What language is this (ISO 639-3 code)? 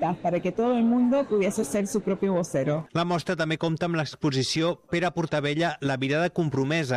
cat